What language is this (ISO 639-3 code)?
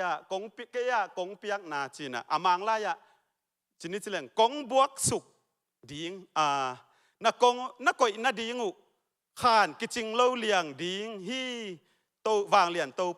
ctd